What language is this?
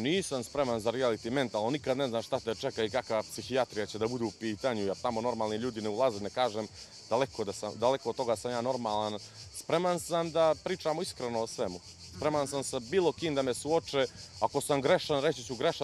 Serbian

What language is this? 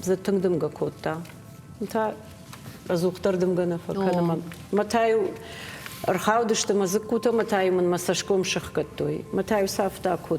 Ossetic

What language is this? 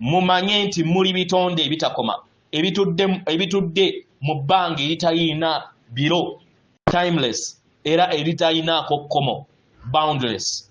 Ganda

